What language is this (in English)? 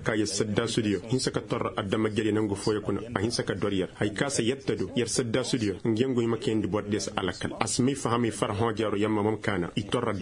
Koyraboro Senni